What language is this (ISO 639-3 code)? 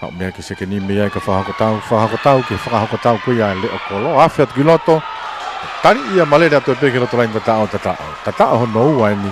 ton